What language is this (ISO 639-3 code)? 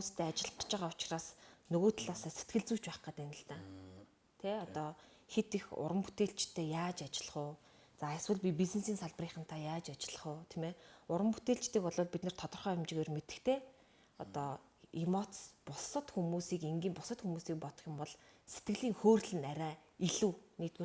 mon